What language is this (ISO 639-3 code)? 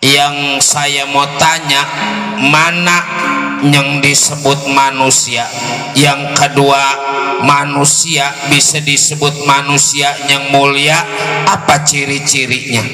bew